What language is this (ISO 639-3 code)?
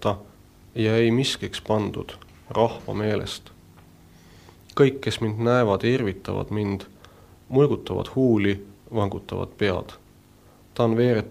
est